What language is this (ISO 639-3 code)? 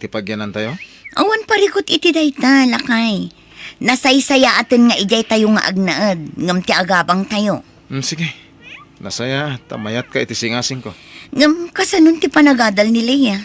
ilo